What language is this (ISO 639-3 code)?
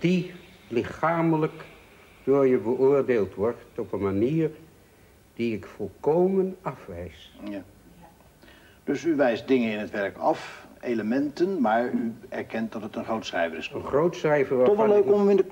nld